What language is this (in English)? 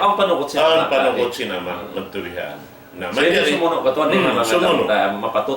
Tausug